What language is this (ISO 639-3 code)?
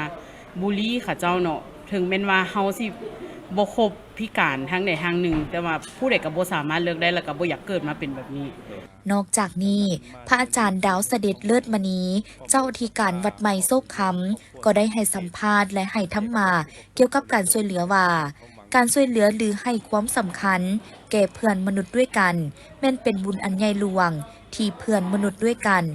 lao